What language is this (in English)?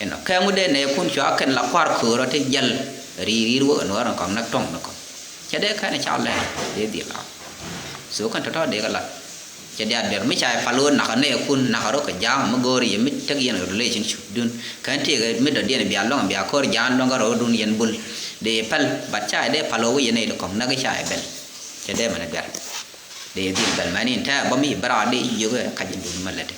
Nuer